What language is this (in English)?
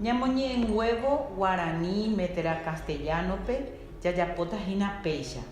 Guarani